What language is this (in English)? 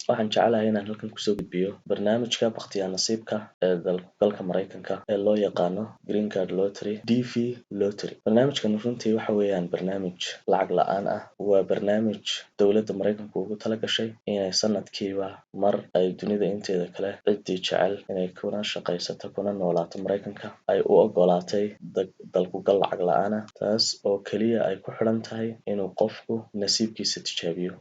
Somali